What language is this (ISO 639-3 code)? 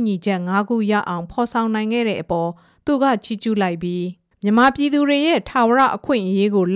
mya